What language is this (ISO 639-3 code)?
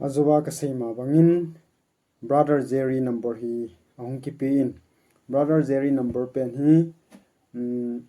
tcz